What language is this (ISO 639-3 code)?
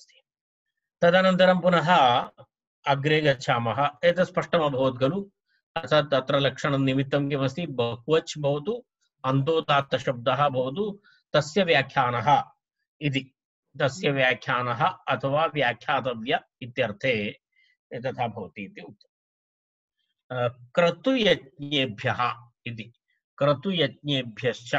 san